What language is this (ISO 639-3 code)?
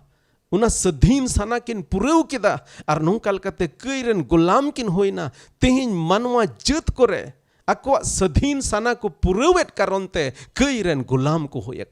sat